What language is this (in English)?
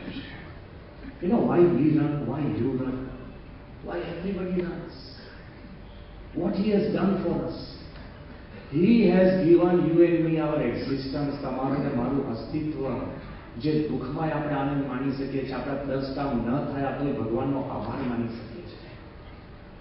Gujarati